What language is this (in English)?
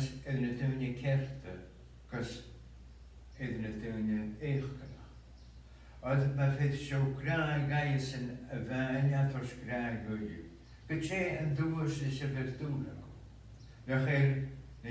Scottish Gaelic